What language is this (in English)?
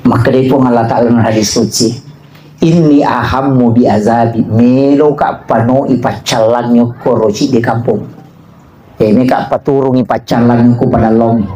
Buginese